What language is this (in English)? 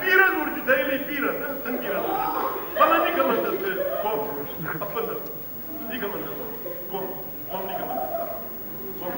Ossetic